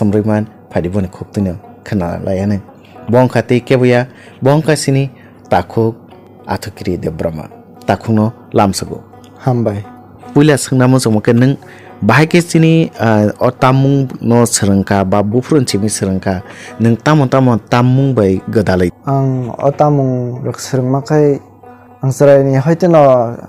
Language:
Kok Borok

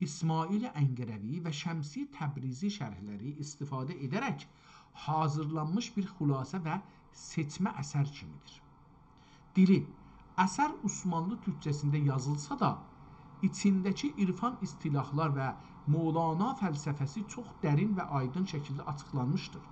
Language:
South Azerbaijani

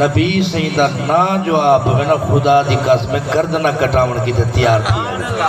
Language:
Saraiki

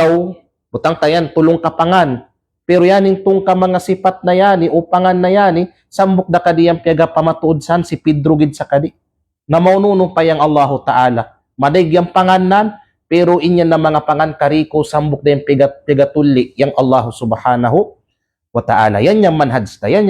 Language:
Kalagan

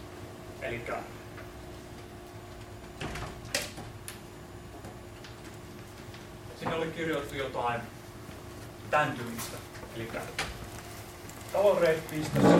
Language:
Finnish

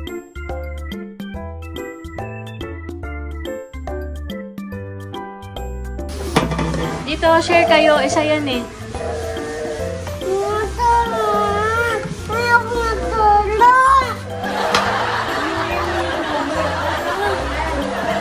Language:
Filipino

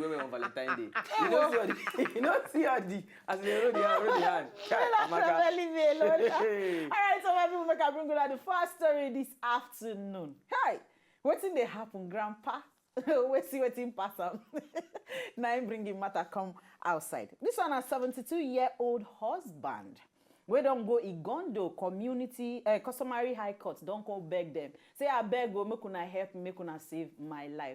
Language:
Nigerian Pidgin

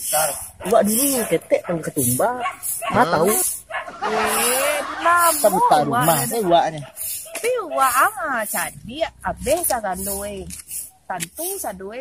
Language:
Minangkabau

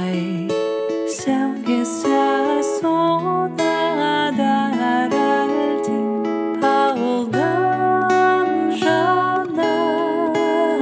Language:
Kazakh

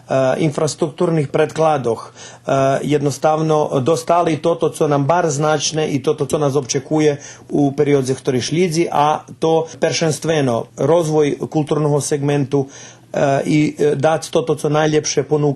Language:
Rusyn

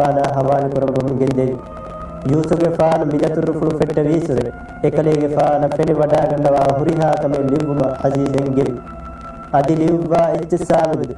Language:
Divehi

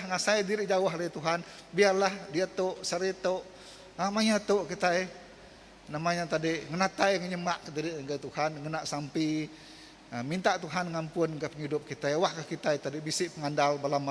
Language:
Iban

